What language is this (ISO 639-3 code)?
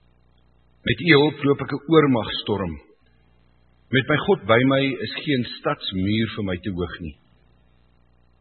afr